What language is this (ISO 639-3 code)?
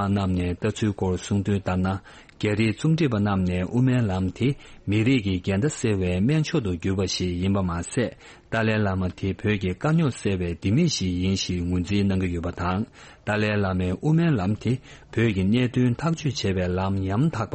bod